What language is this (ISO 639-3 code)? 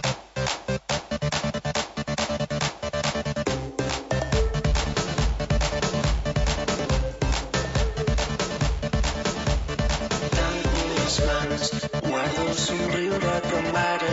cat